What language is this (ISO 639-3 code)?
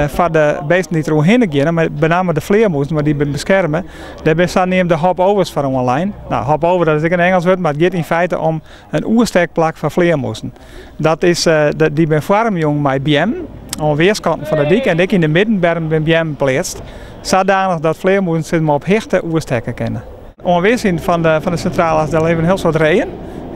fry